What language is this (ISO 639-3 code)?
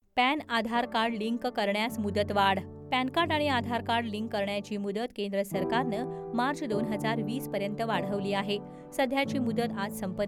mar